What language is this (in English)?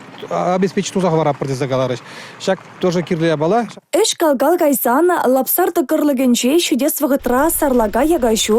Chuvash